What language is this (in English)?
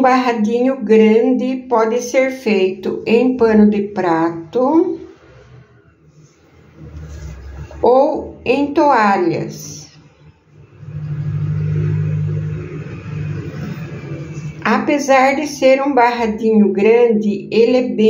Portuguese